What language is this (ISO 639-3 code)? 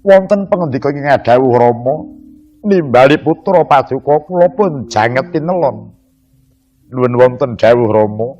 jav